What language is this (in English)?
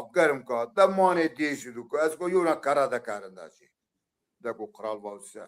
Zaza